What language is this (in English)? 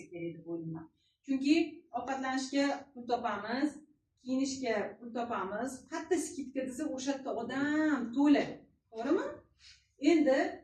Uzbek